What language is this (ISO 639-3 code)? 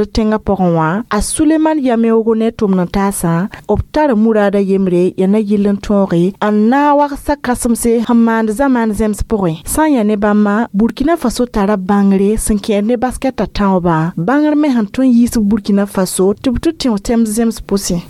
mos